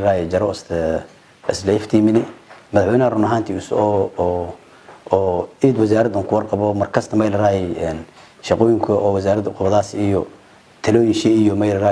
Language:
Somali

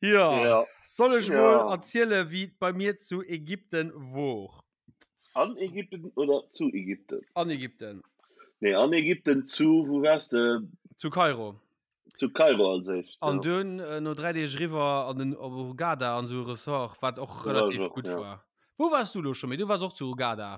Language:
Luxembourgish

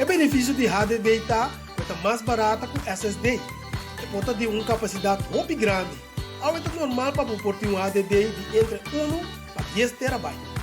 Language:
Papiamento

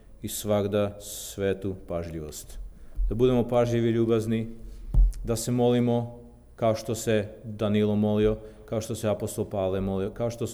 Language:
Serbian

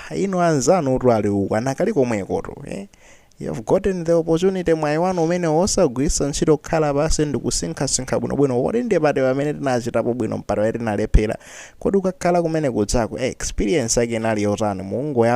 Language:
Nyanja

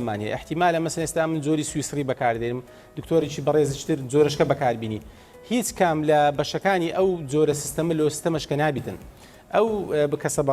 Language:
Central Kurdish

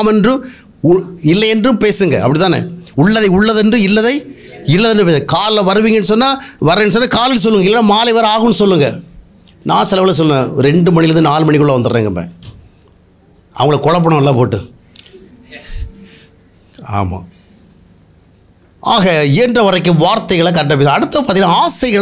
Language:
Tamil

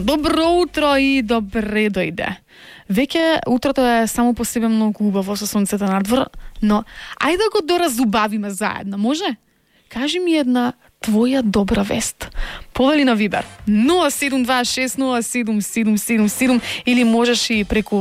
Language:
Macedonian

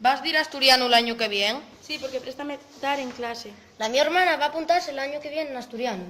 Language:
Asturian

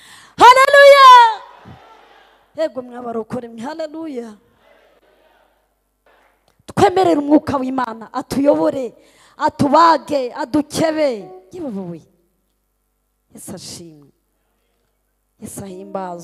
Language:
Kinyarwanda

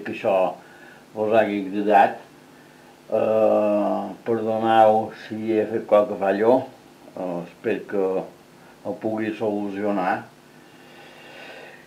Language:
Catalan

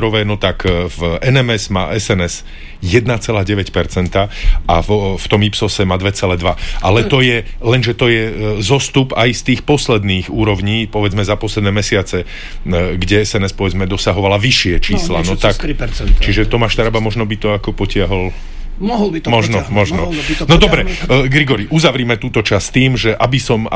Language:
Slovak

